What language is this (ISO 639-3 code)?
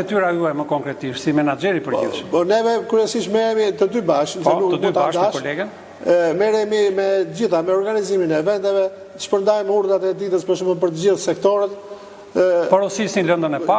sqi